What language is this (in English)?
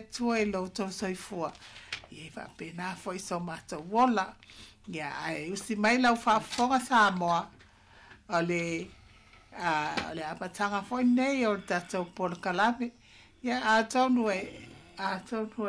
Samoan